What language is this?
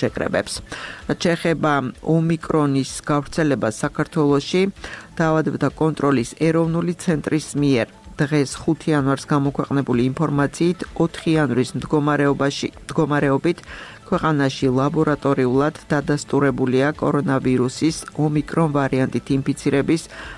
Georgian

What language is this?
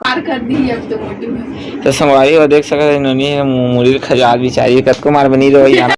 Chhattisgarhi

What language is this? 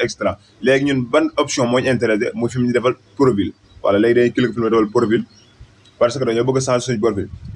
Wolof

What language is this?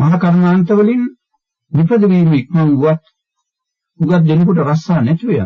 Sinhala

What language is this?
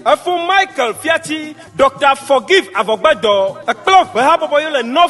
Ewe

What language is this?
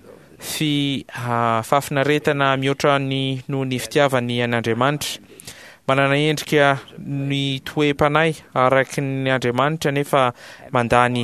Malagasy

